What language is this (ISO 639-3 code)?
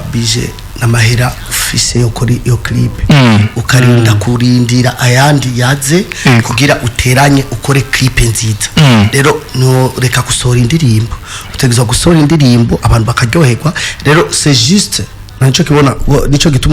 run